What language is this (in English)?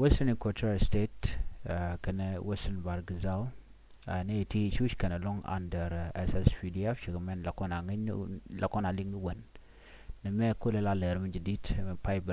Nuer